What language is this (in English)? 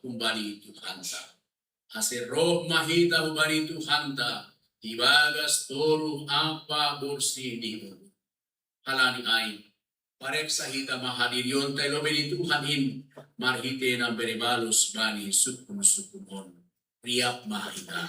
Batak Simalungun